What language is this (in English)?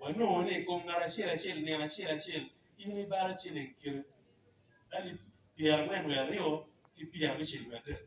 Acoli